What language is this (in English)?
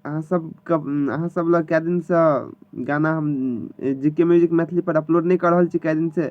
Maithili